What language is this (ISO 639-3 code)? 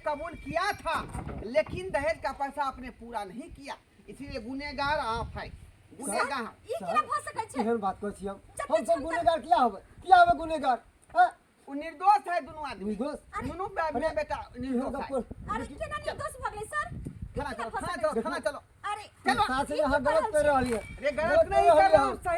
mai